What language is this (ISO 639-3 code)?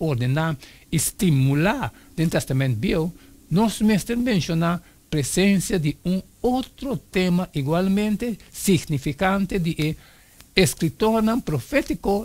pap